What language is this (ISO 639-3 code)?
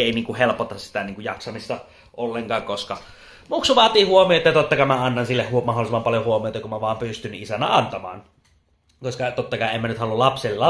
fin